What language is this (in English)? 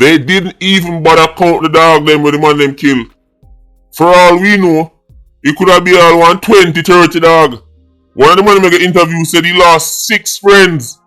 Jamaican Creole English